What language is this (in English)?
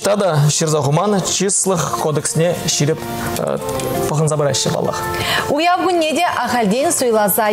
Chuvash